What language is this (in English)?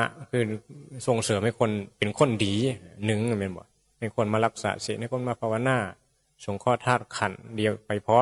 Northeastern Thai